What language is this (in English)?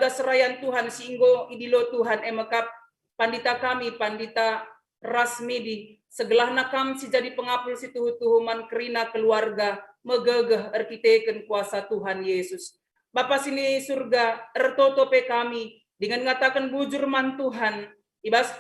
Batak Karo